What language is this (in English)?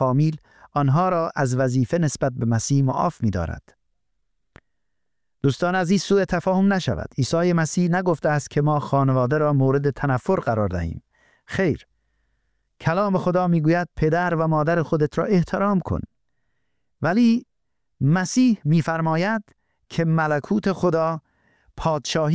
Persian